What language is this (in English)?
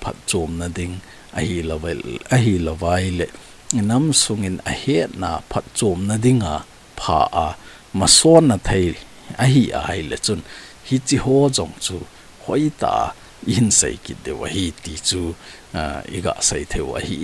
Thado Chin